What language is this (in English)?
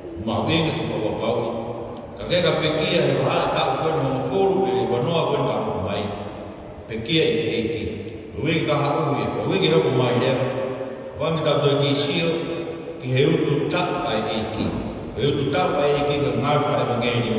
Tongan